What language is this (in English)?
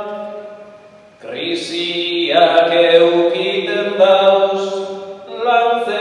Basque